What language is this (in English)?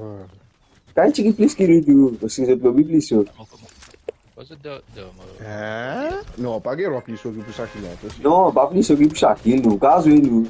Morisyen